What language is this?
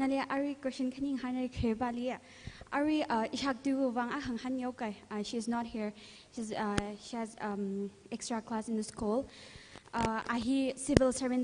Tangkhul Naga (India)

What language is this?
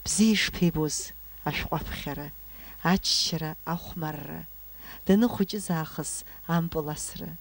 Abkhazian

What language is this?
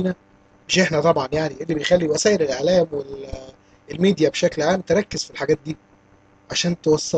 Egyptian Arabic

